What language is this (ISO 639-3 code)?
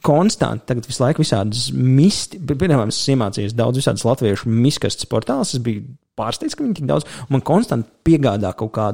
lav